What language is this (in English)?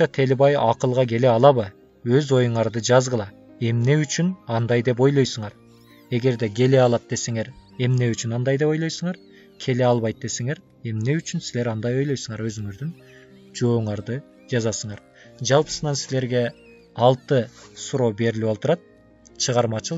Kyrgyz